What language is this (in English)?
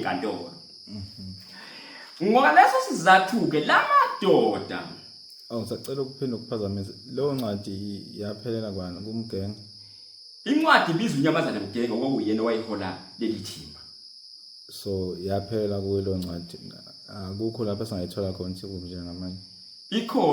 Zulu